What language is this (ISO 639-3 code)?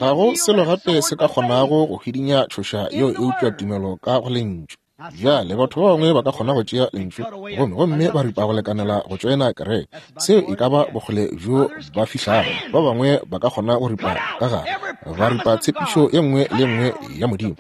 nso